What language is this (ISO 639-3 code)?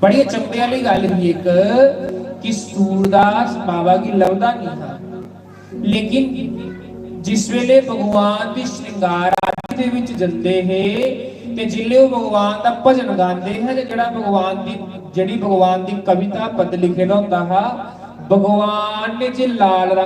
doi